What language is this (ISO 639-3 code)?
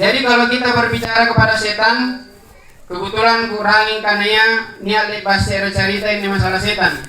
mak